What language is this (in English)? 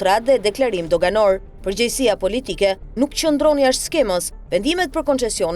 Albanian